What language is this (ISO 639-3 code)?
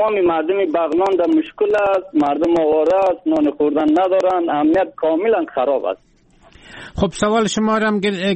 fas